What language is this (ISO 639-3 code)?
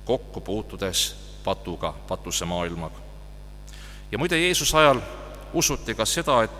est